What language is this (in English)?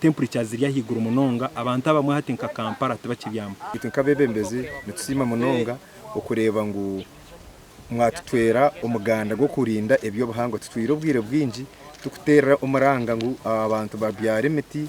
Nyankole